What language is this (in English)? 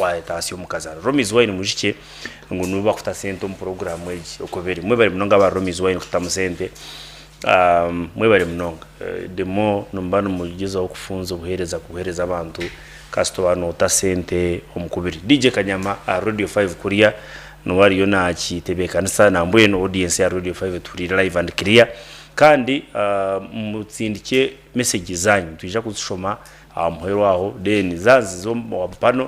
Nyankole